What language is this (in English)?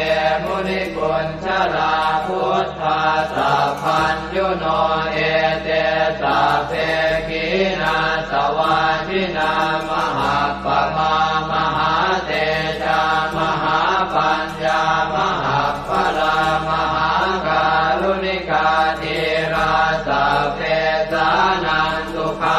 Pali